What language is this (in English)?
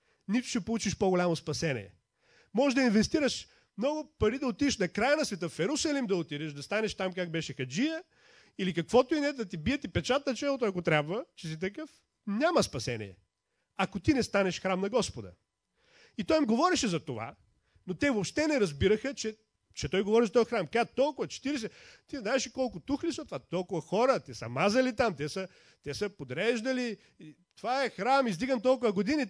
Bulgarian